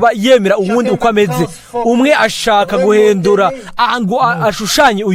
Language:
Rundi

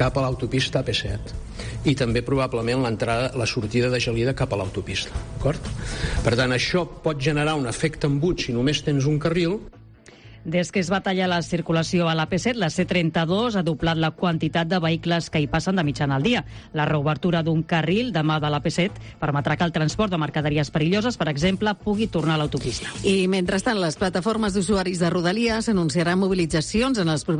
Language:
Catalan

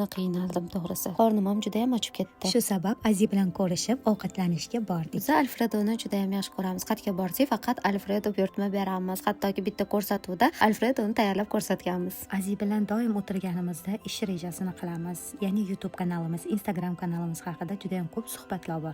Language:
Uzbek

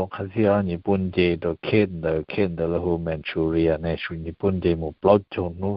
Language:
Hmong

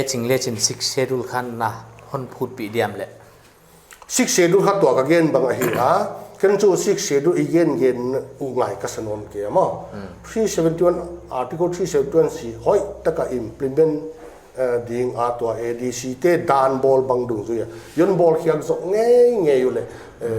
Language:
Paite Chin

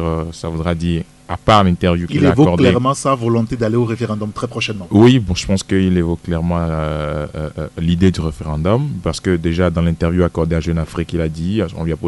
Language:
French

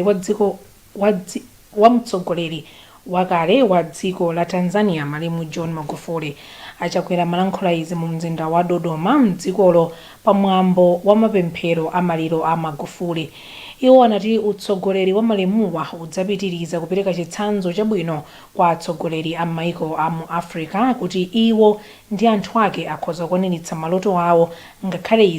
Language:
Nyanja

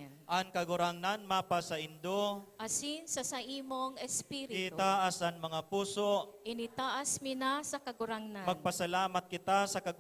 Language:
Bikol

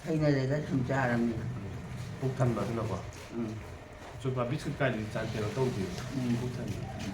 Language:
Manipuri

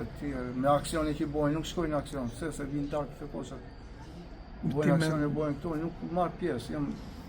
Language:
Albanian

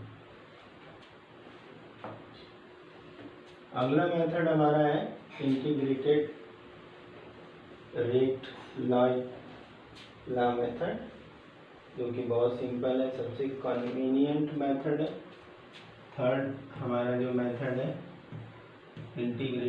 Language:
Hindi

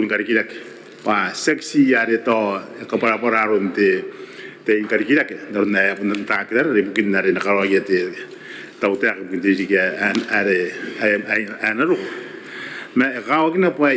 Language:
Gilbertese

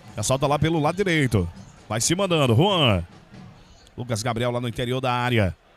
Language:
Portuguese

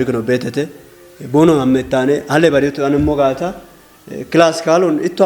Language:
Kafa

